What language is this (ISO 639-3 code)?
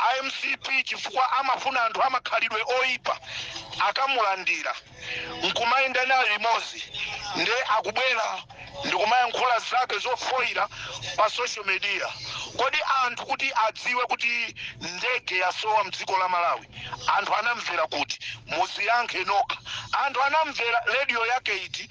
nya